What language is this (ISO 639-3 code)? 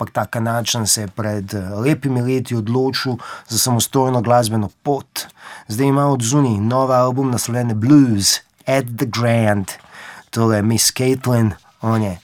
slv